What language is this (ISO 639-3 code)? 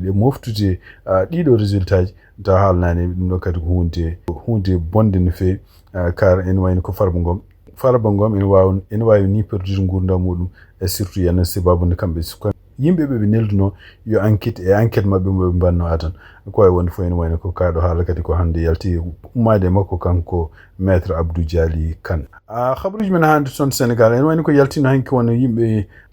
ful